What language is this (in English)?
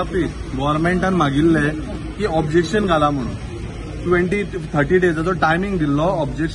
Konkani